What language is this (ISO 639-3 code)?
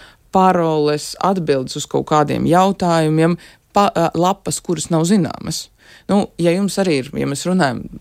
lav